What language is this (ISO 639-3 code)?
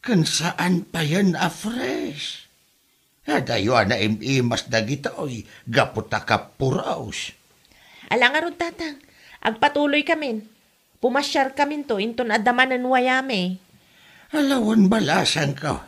ilo